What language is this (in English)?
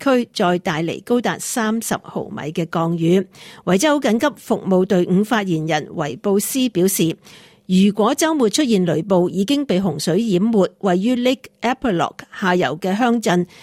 Cantonese